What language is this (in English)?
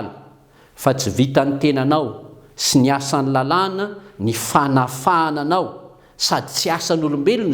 Malagasy